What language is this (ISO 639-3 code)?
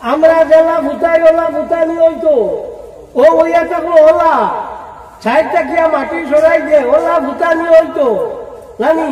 syl